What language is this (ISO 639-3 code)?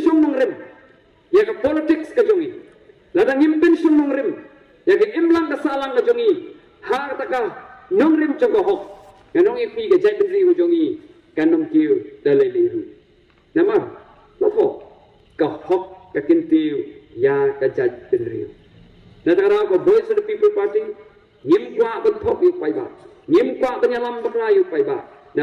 kha